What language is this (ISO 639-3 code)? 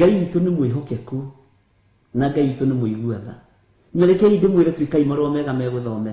kik